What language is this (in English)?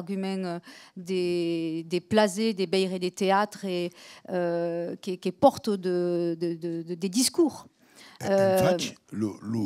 Occitan